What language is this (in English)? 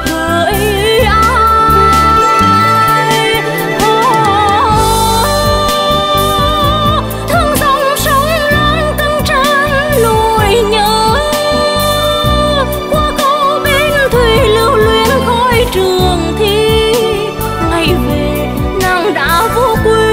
Vietnamese